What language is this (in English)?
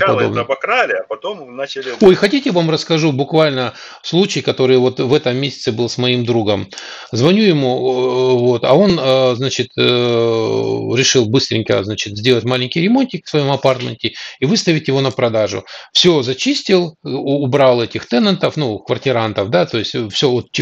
Russian